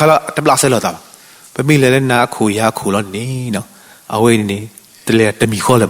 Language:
S'gaw Karen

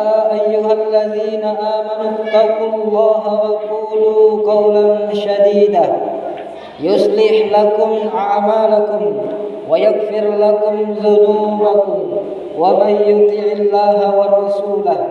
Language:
Buginese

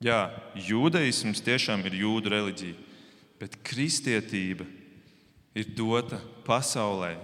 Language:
Latvian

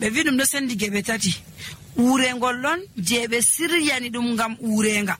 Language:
Nigerian Fulfulde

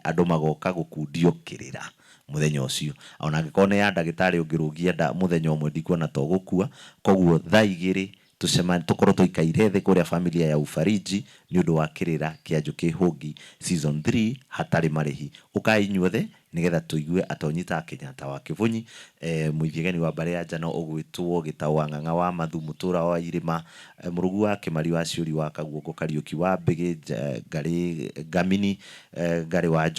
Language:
Kikuyu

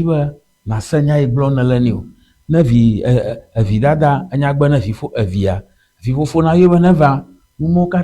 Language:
Ewe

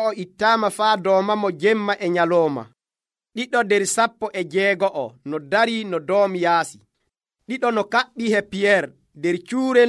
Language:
Nigerian Fulfulde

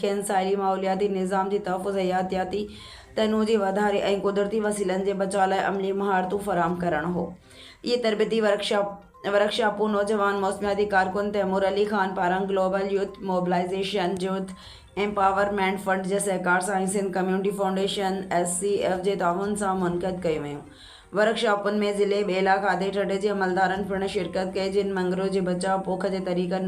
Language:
Sindhi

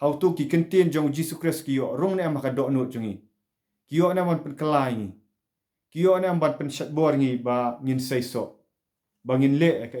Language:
Khasi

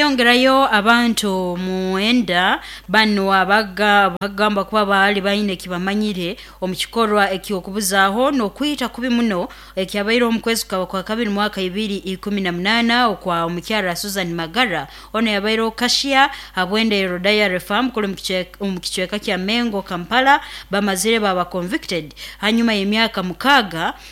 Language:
Nyoro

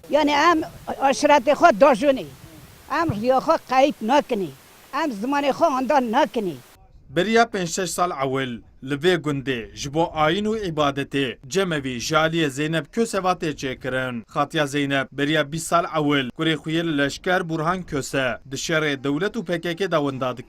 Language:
Kurdish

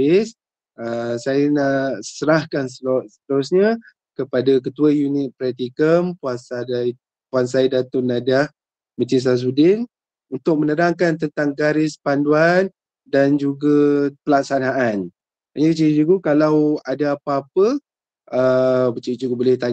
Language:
Malay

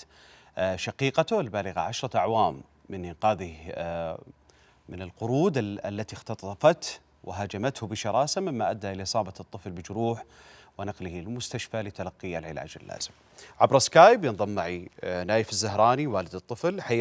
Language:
Arabic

